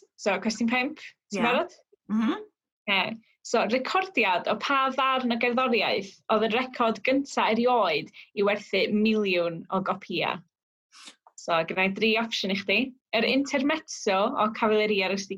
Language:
Welsh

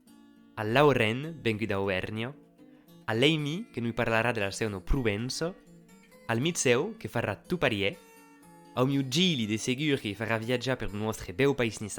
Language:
Occitan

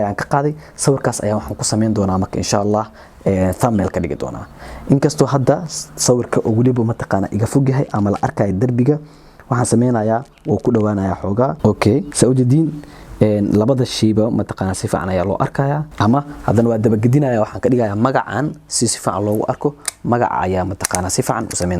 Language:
Somali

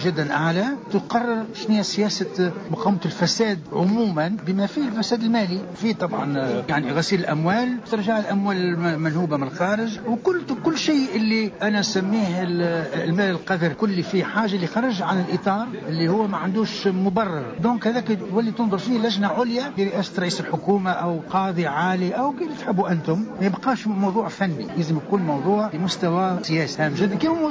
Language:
Tunisian Arabic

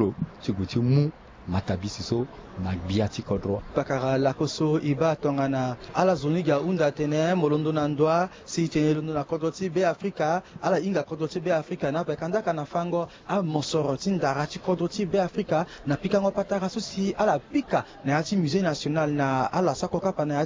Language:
Sango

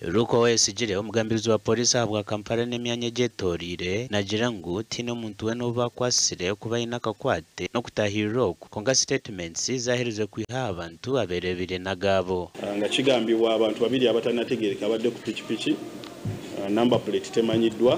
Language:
Nyankole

